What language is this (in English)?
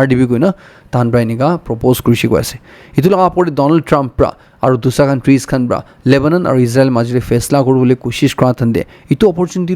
Naga Pidgin